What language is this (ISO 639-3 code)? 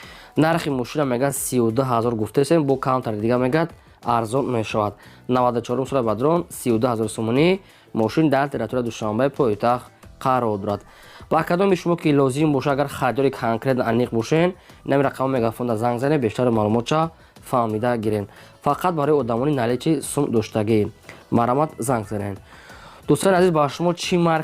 tgk